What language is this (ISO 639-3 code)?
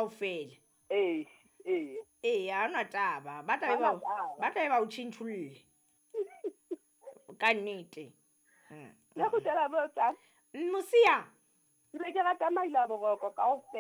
sot